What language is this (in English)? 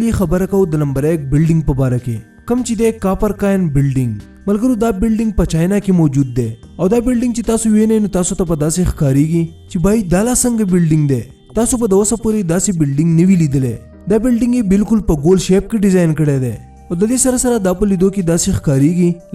Pashto